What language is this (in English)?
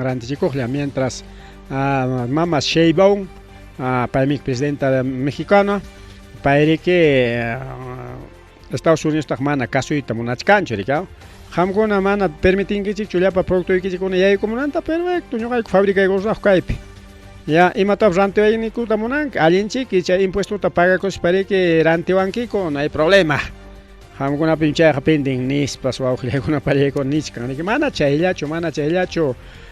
Ayacucho Quechua